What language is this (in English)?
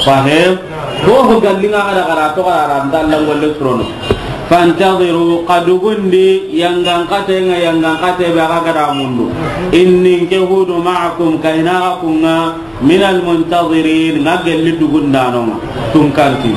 Soninke